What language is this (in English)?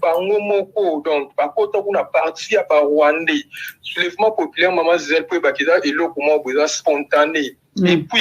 Lingala